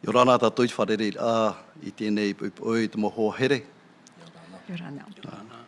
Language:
Tahitian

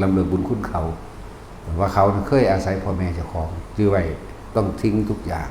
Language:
Northeastern Thai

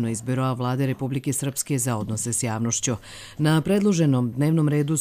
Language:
Croatian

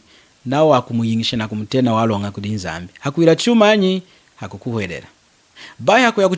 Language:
Lunda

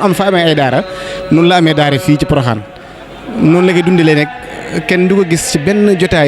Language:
Wolof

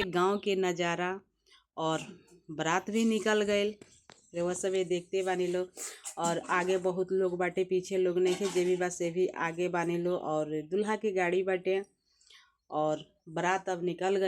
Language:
Bhojpuri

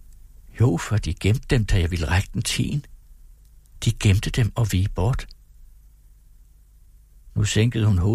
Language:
Danish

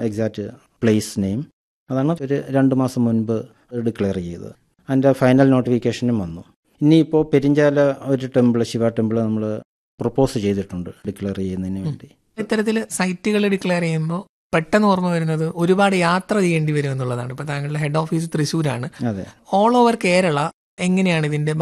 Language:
Malayalam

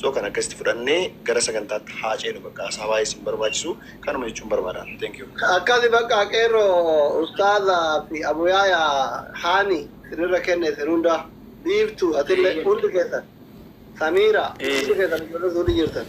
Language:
Oromo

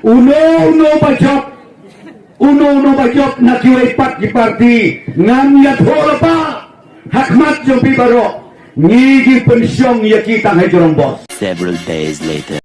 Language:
Khasi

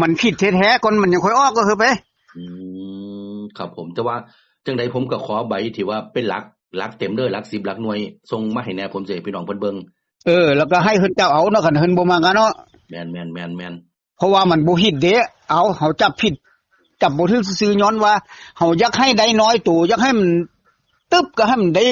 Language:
Northeastern Thai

